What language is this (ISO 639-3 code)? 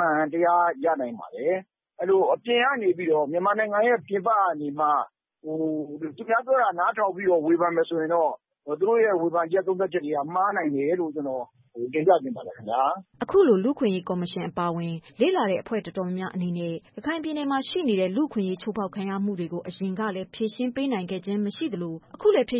mya